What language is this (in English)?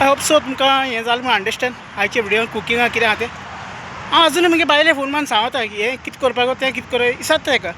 Konkani